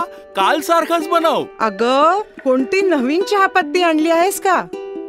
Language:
Marathi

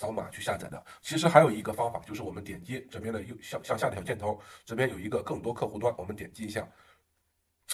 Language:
Chinese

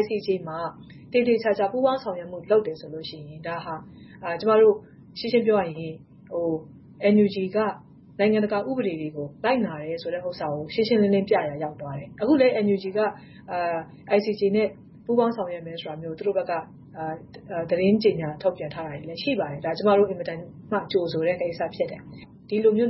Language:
Burmese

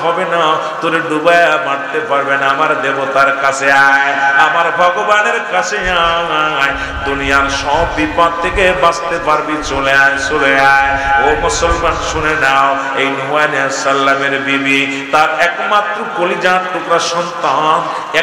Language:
Bangla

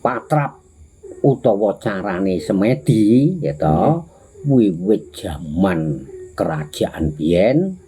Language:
Javanese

